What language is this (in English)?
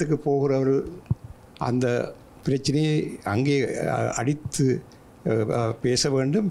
Tamil